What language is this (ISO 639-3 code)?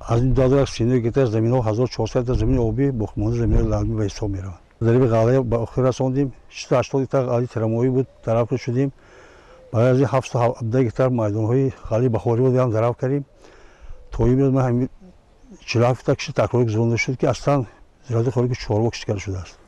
tgk